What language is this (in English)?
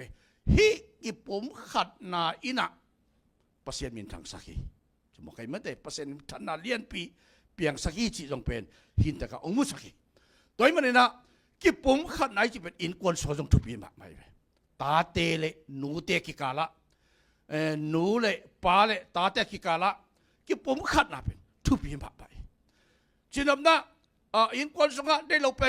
Tedim Chin